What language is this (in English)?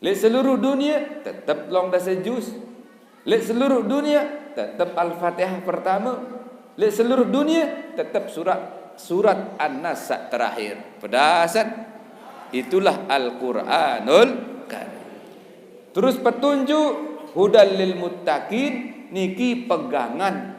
Sasak